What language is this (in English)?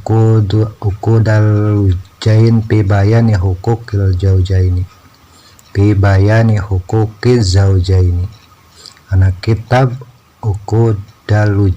Sundanese